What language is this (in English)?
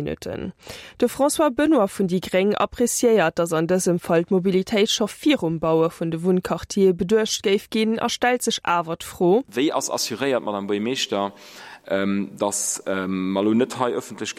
Luxembourgish